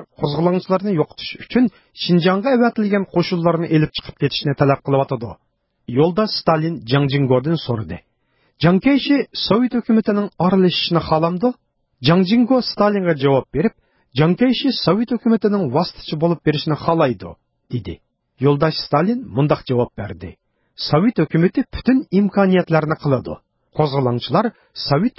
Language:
Uyghur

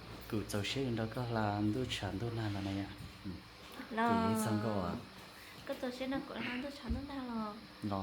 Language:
Hmong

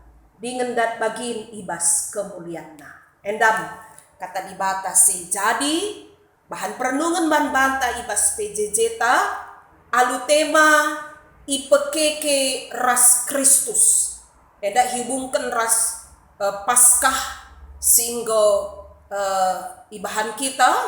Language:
Batak Karo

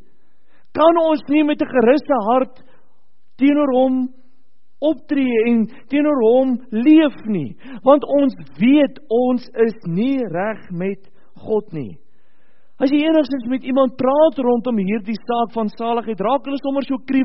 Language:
Afrikaans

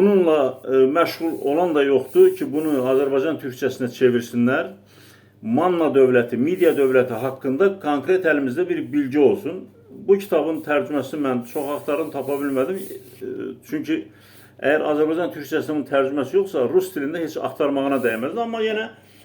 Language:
Azerbaijani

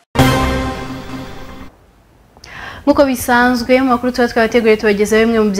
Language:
Kinyarwanda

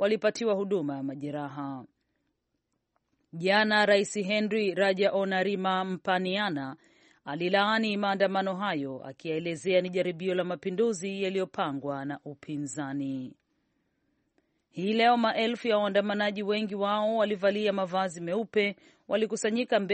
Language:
Swahili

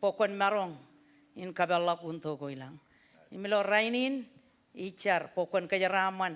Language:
Marshallese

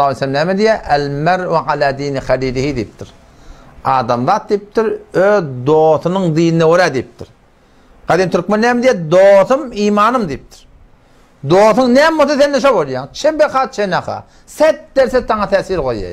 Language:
Turkmen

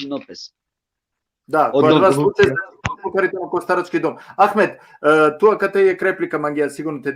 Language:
Balkan Romani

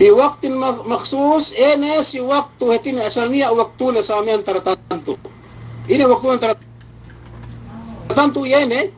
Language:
Yakan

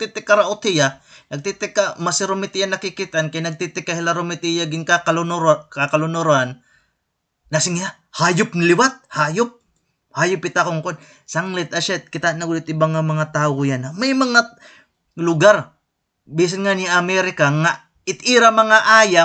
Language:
Waray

